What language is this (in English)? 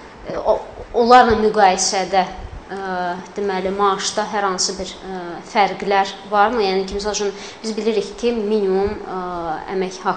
Azerbaijani